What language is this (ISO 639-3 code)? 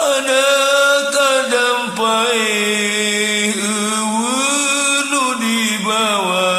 sun